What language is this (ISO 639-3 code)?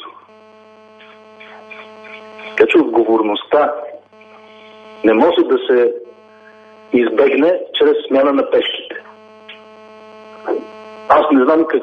bul